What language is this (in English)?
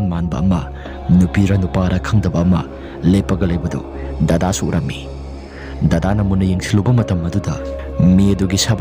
Manipuri